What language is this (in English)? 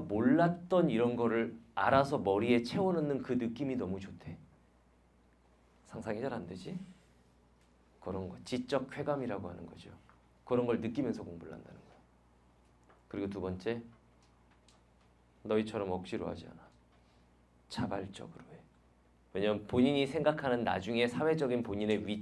Korean